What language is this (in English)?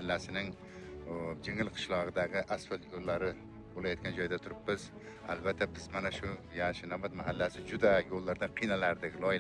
Uzbek